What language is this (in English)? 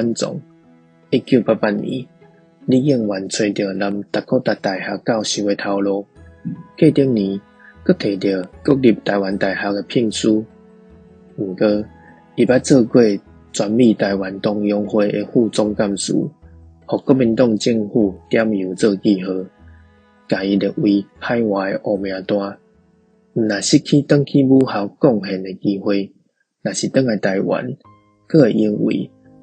Min Nan Chinese